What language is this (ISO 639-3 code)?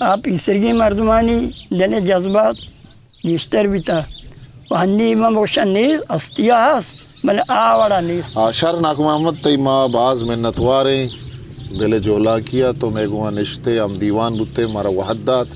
bgp